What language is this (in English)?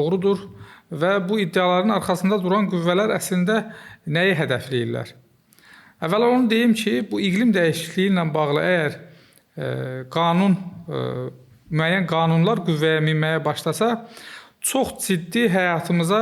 Azerbaijani